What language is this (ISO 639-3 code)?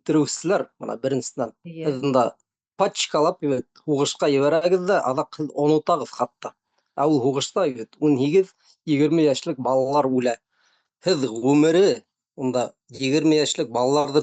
bak